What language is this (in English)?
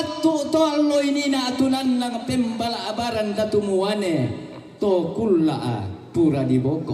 Toraja-Sa'dan